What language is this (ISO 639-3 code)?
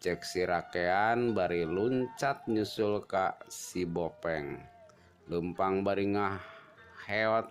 sun